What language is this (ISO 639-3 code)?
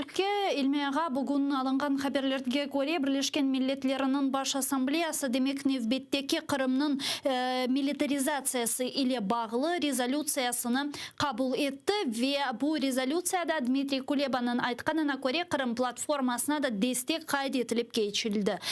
crh